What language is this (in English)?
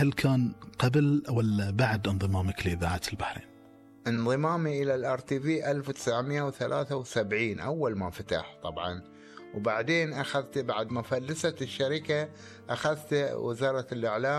Gulf Arabic